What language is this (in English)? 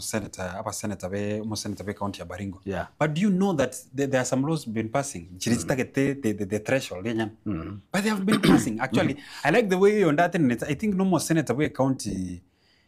Gusii